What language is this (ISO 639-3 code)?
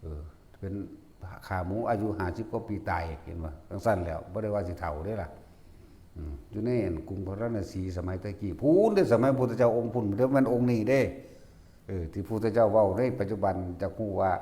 tts